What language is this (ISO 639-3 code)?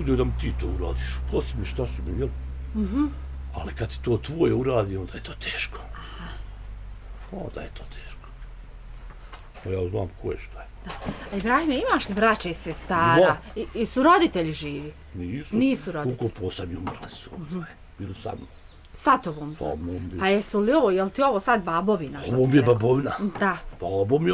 bos